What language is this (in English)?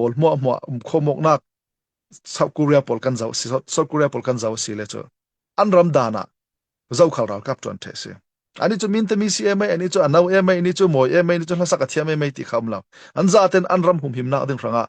Falam Chin